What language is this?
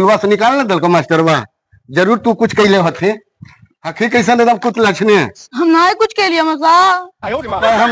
Magahi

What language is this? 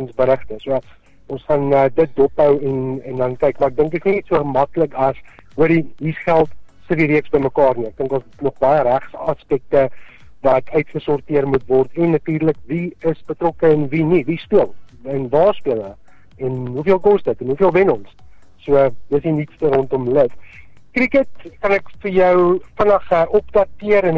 Afrikaans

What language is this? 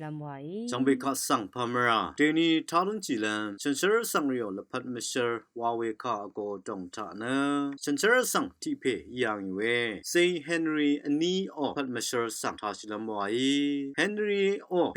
Rawang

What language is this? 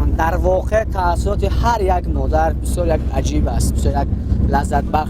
Tajik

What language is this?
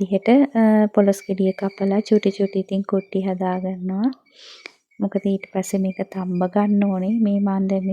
Sinhala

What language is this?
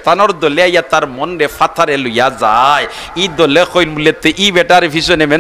Sylheti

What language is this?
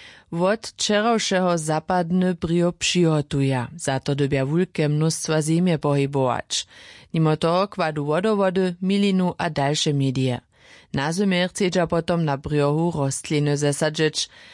Upper Sorbian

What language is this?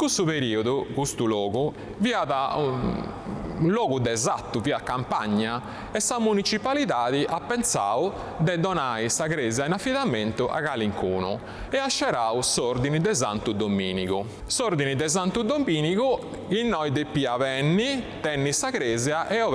Sardinian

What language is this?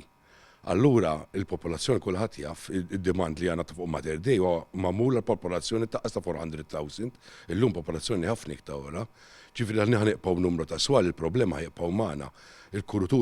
Maltese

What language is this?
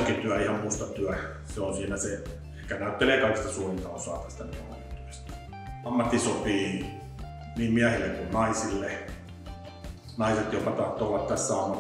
Finnish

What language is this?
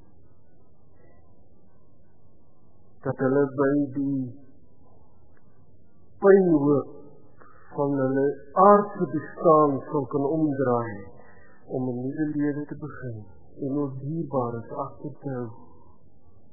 Afrikaans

